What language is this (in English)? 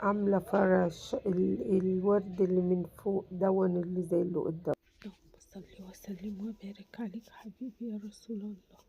Egyptian Arabic